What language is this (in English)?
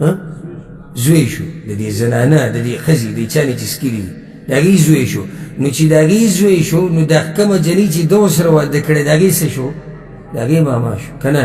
Pashto